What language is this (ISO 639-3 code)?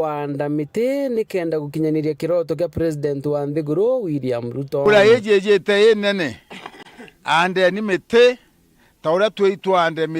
mer